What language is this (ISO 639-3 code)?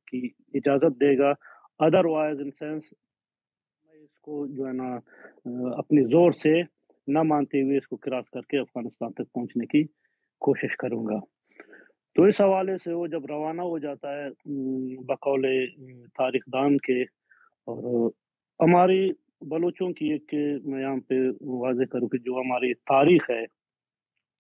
urd